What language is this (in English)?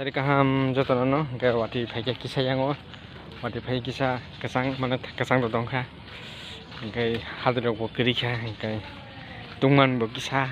Kok Borok